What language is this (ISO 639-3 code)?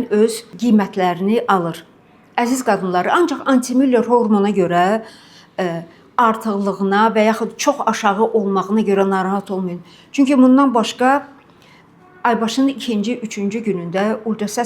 aze